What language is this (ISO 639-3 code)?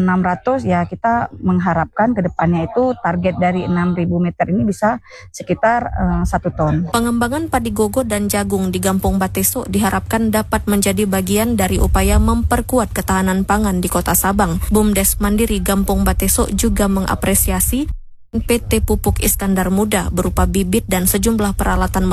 ind